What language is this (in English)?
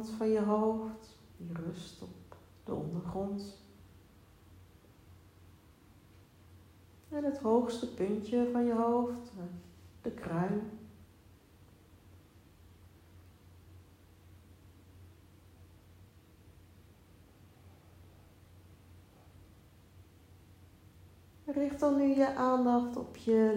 Dutch